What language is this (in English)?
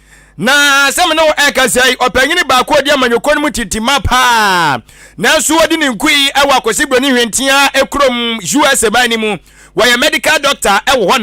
Akan